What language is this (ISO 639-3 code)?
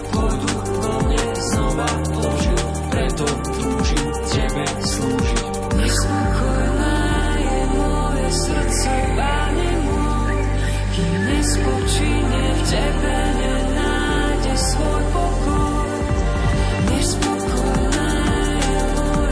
slk